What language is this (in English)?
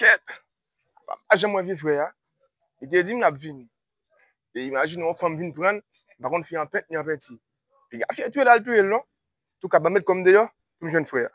Haitian Creole